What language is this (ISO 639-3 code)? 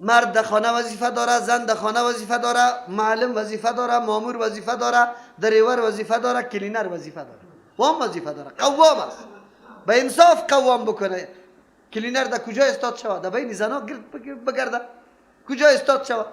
fas